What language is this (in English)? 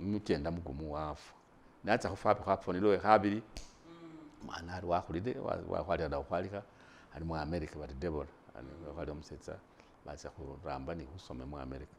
Masaaba